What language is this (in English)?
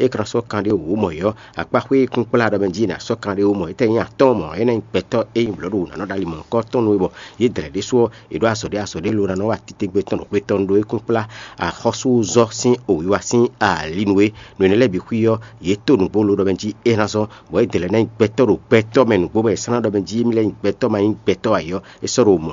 Fon